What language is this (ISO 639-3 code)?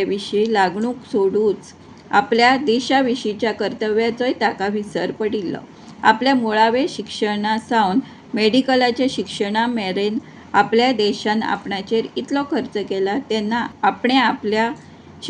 kok